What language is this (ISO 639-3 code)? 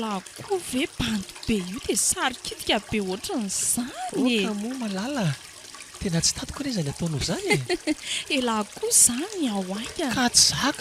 mlg